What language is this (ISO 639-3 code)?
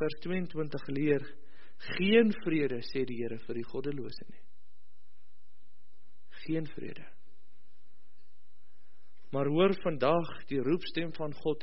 afr